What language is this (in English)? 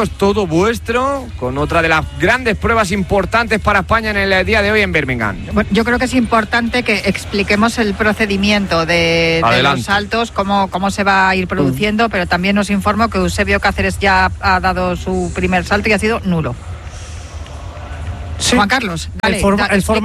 Spanish